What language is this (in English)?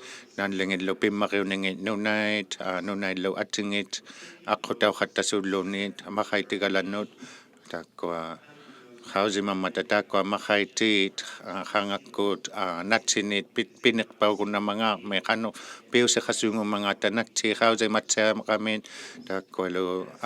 Inuktitut